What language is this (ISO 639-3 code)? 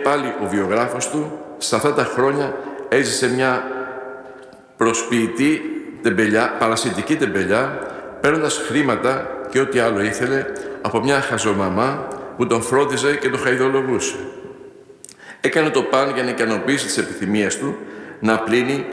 ell